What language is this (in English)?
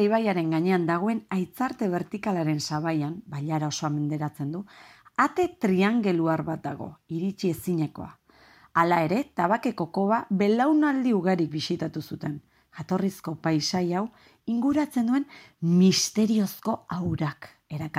Basque